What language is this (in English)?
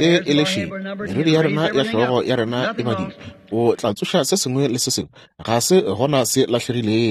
Northern Sotho